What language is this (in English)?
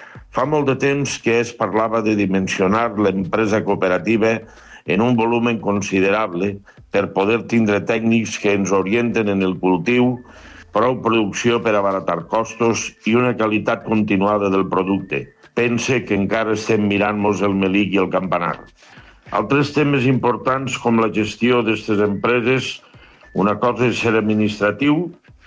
Catalan